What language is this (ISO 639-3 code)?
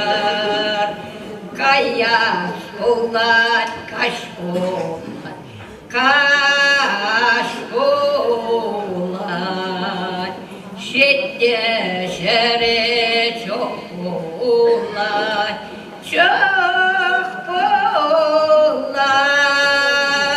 chv